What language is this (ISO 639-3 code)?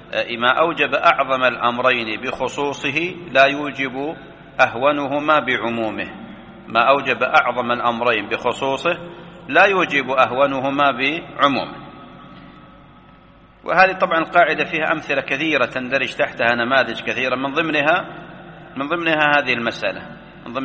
ara